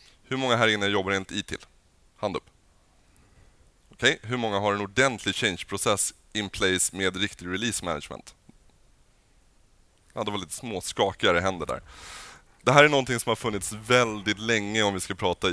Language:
Swedish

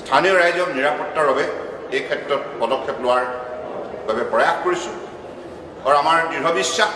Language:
Assamese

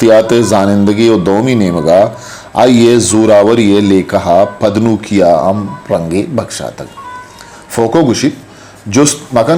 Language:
Eastern Balochi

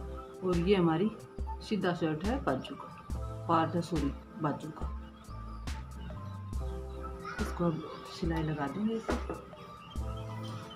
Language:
Hindi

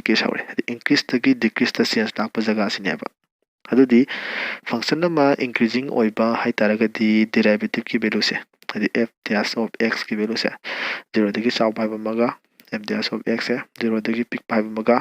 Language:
Manipuri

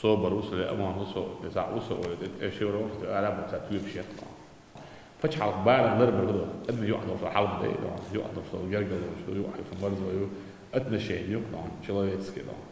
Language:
Chechen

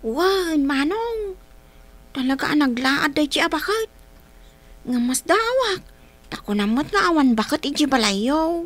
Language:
Iloko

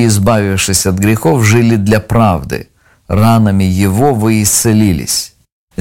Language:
Russian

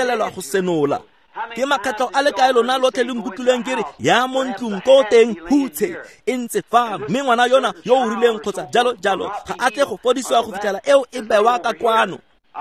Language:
Tswana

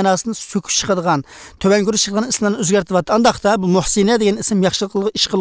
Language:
Uyghur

